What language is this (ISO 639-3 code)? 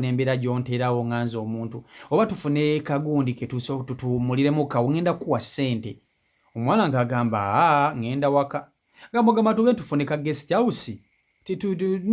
lug